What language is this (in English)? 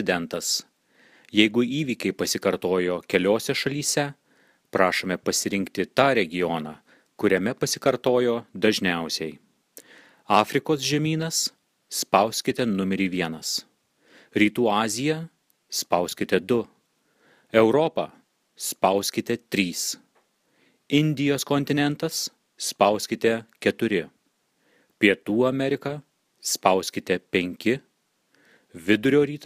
Lithuanian